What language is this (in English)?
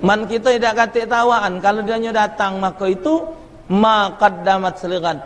Musi